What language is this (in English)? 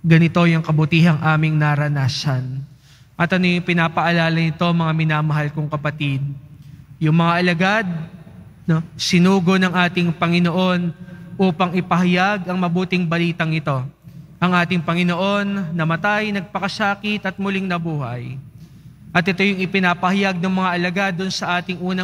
Filipino